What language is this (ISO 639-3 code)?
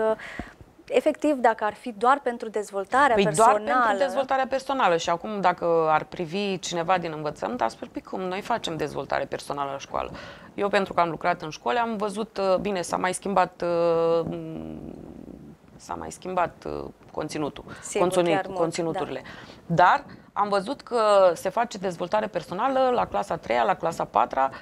ron